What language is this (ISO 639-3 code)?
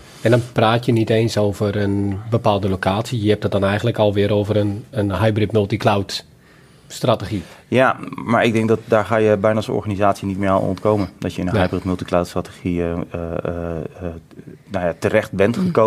nld